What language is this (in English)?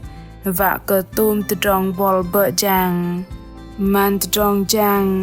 Bahnar